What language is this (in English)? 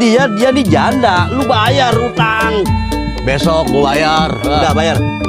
Betawi